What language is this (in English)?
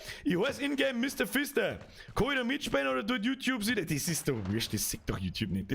Bavarian